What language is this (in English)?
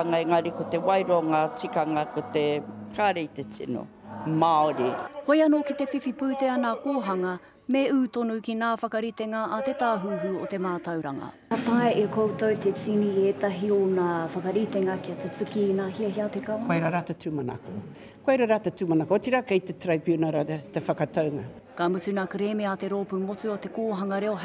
Māori